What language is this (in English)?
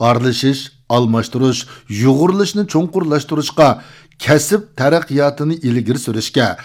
Uyghur